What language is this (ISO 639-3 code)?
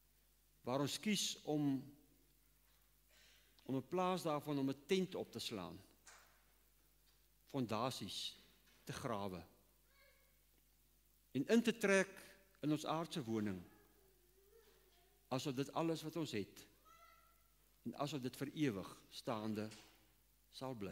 afr